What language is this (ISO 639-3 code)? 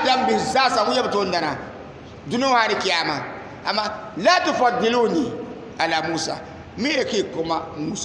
dag